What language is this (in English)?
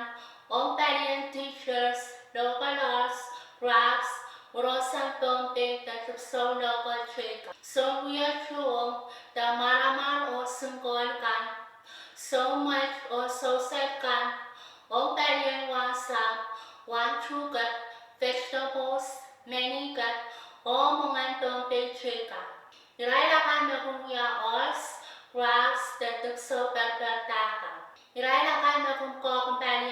Pohnpeian